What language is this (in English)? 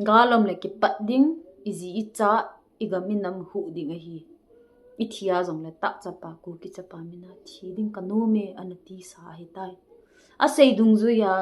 Thado Chin